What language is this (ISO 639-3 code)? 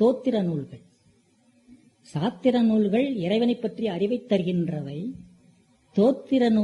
tam